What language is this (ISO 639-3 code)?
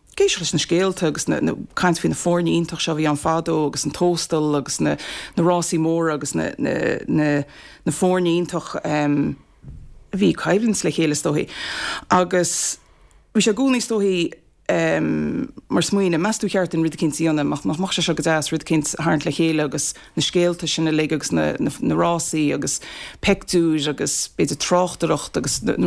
gle